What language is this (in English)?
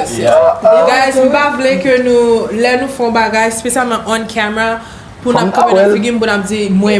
Haitian Creole